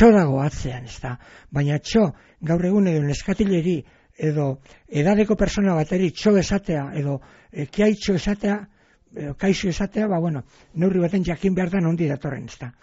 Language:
Basque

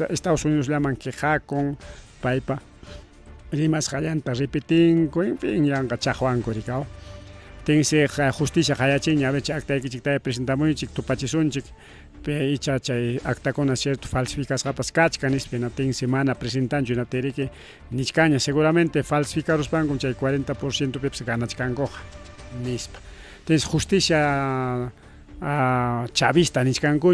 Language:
Ayacucho Quechua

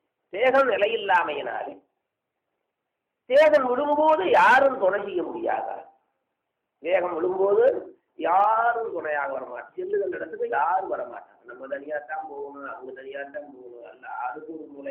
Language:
Tamil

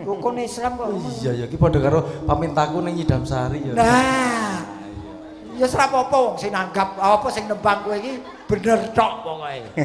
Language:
Javanese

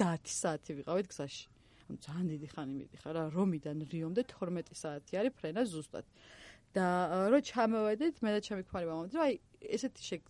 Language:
Georgian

